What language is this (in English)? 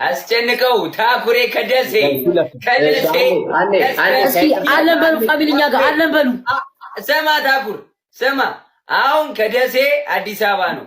Amharic